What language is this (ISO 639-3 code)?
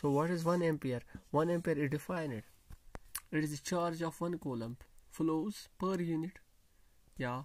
kas